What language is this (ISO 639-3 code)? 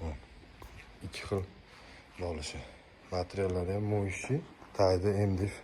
uzb